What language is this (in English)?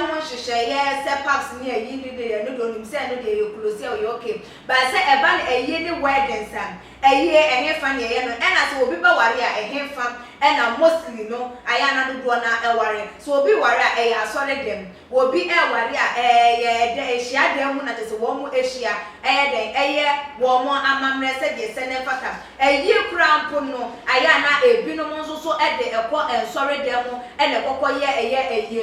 Akan